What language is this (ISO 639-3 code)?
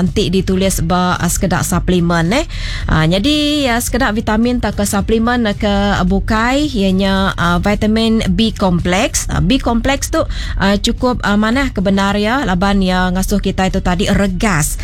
iba